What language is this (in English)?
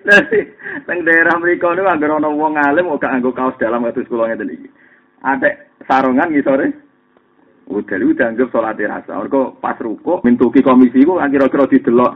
Javanese